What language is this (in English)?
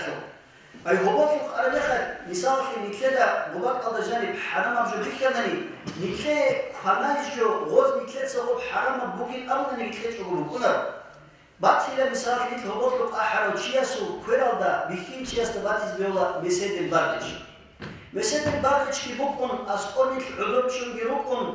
Avaric